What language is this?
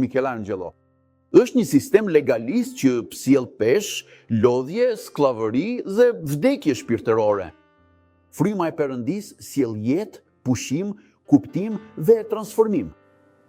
Albanian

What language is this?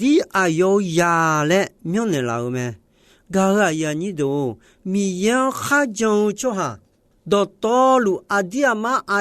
Akha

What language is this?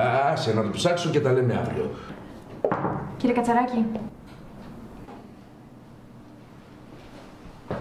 Greek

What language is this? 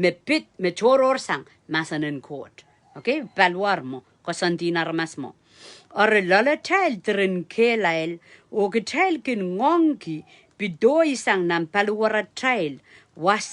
Pohnpeian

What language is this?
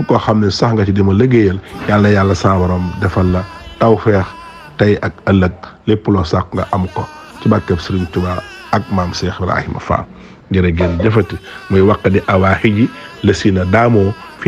Wolof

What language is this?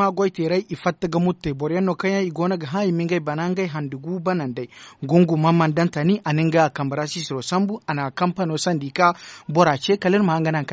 Zarma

